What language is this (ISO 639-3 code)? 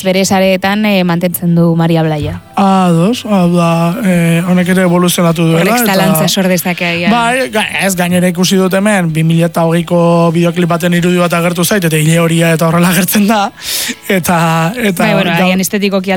eus